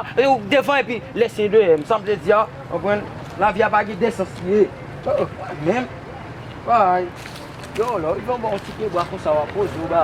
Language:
Haitian Creole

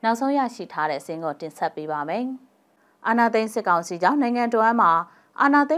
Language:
Burmese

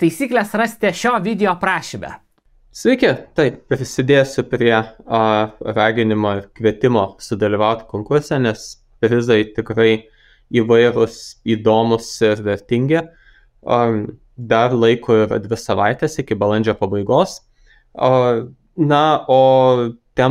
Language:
Lithuanian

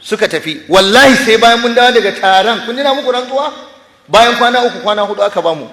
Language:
Hausa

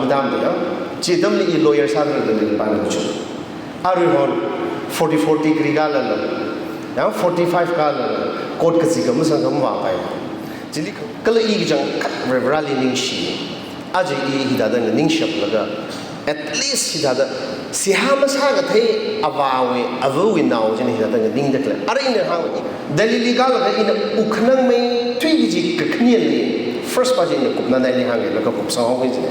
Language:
Tangkhul Naga (India)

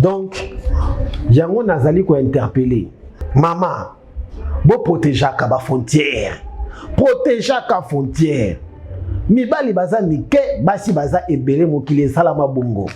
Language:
Lingala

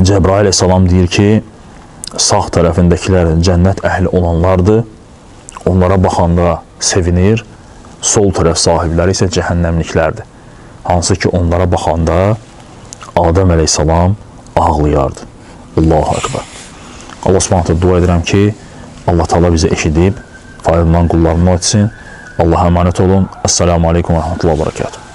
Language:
Azerbaijani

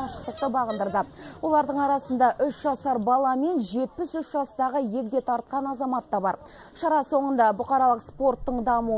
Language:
Kazakh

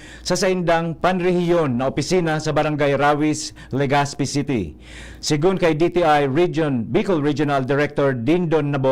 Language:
Bikol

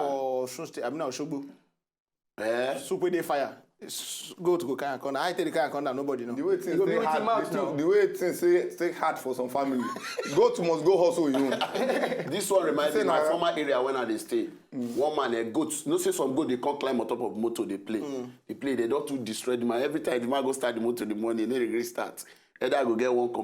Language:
Nigerian Pidgin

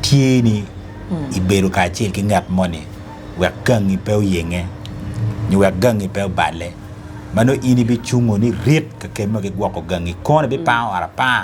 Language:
Acoli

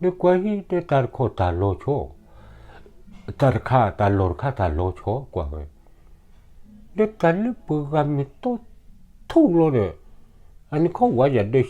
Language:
S'gaw Karen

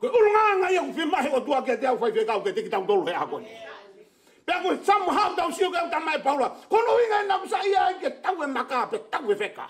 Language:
Tongan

